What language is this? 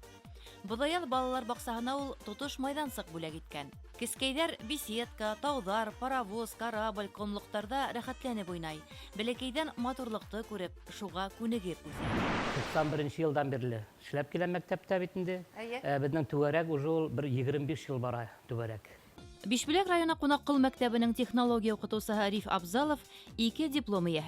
Bashkir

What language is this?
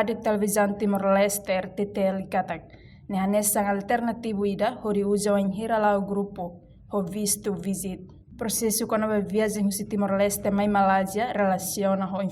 Tetum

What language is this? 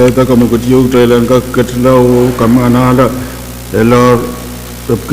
Pohnpeian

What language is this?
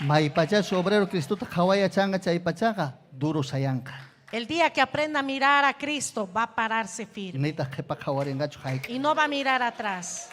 Ayacucho Quechua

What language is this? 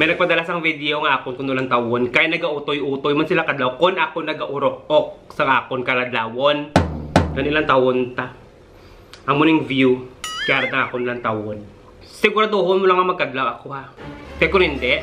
Hiligaynon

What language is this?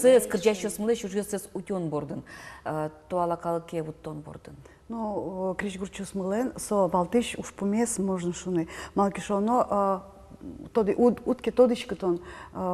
Udmurt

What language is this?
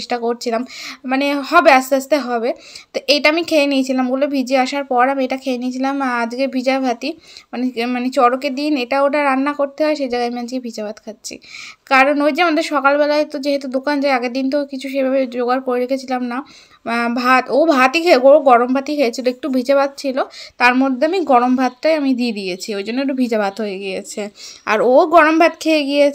Bangla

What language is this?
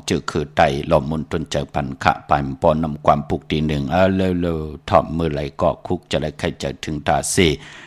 Shan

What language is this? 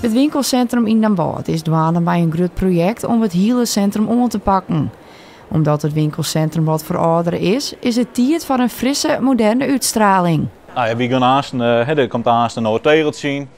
Western Frisian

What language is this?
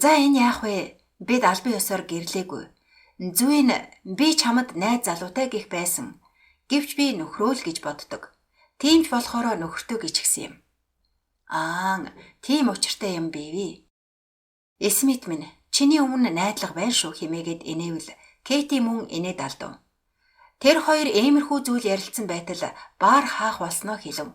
Mongolian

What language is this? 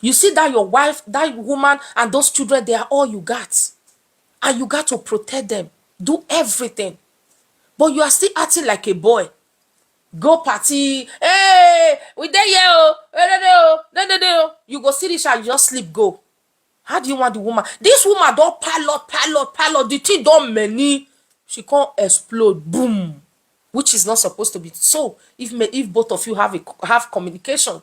Nigerian Pidgin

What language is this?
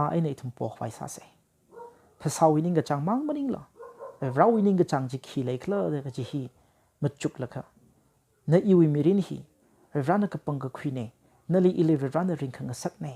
Tangkhul Naga (India)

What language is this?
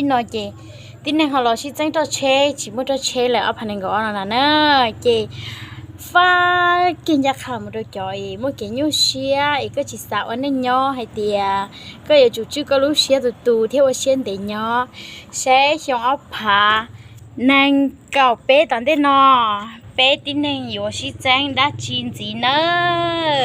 Hmong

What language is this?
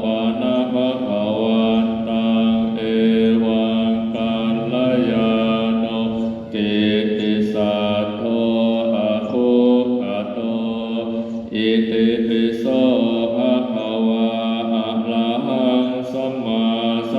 Pali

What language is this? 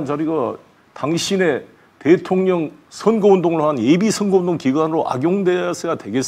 Korean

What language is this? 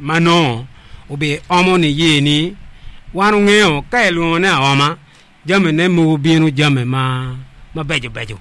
Acoli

